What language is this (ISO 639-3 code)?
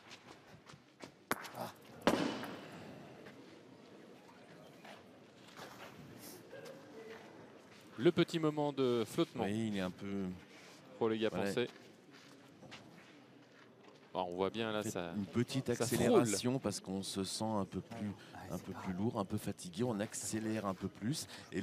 fra